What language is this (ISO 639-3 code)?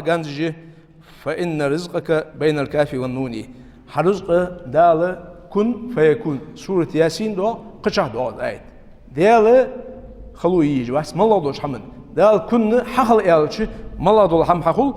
inh